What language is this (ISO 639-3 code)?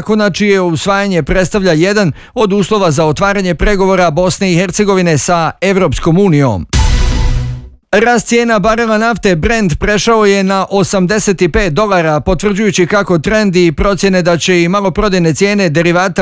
bos